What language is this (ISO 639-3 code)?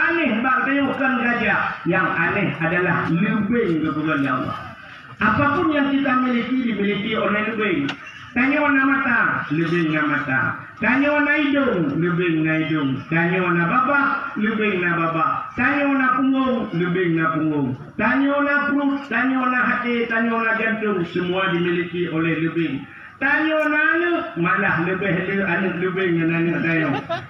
ace